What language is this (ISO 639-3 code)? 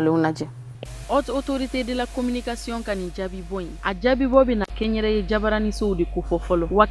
bam